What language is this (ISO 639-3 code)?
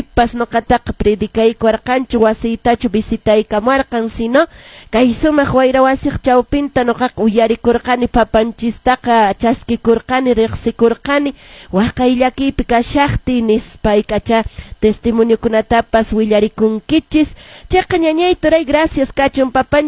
que